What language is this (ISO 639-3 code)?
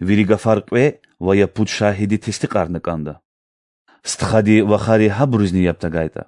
lez